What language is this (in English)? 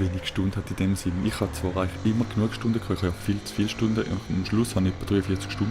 Swiss German